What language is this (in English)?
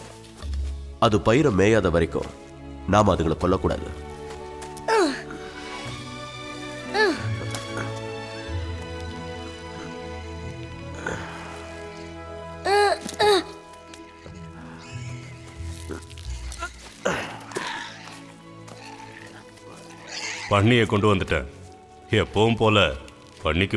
Tamil